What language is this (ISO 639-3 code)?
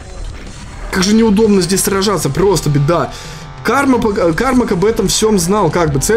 rus